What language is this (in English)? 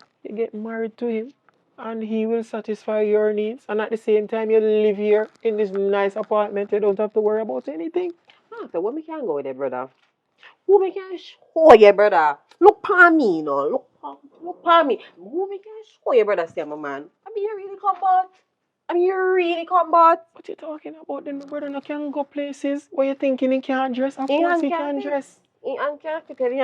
Jamaican Creole English